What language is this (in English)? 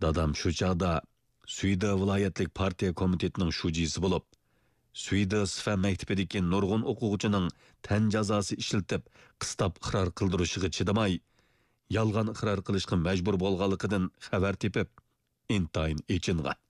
Uyghur